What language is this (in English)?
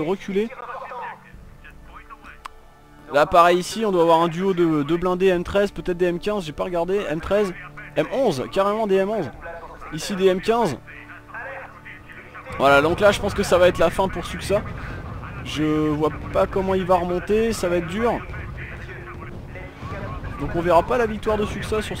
French